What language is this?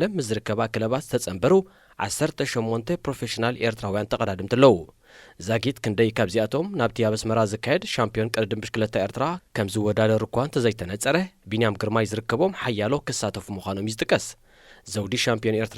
Tigrinya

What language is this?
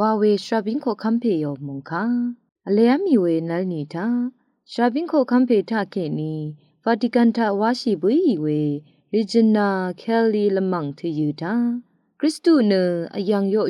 Rawang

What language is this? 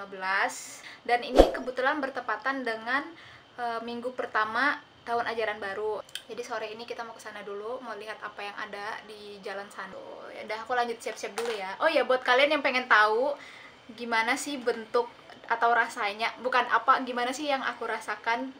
Indonesian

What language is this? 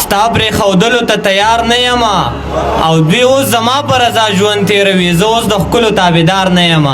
Pashto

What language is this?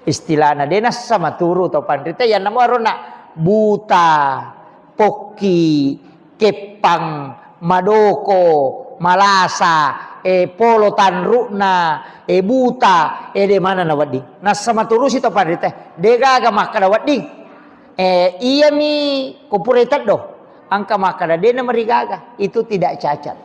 Buginese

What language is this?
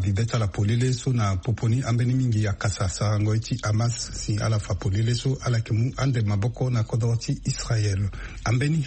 Sango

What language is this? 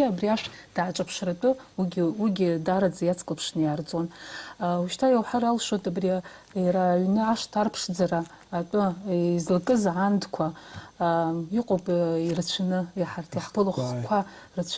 Abkhazian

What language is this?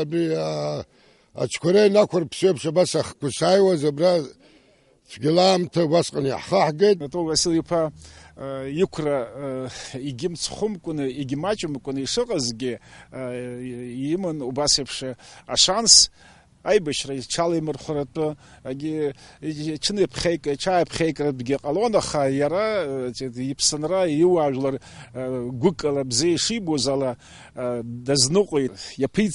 Abkhazian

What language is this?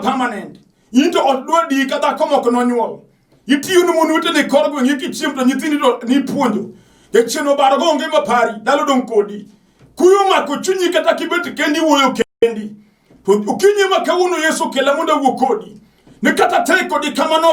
Luo (Kenya and Tanzania)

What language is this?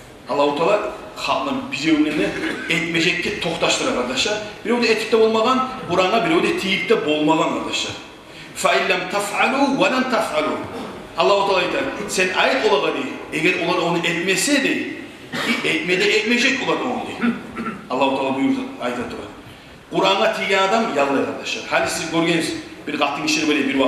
Kumyk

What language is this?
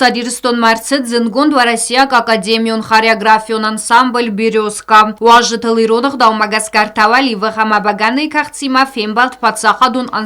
Ossetic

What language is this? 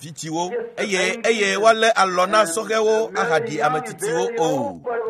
Ewe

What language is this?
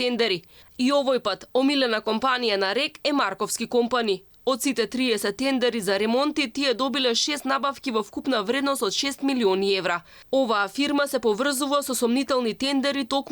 Macedonian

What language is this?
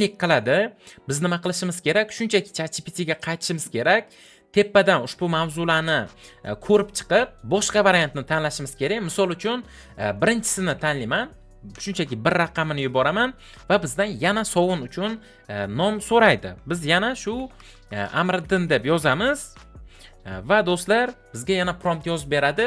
Uzbek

